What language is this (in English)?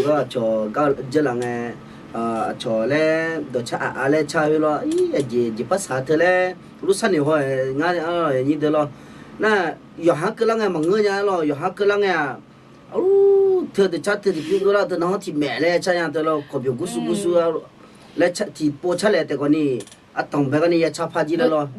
Akha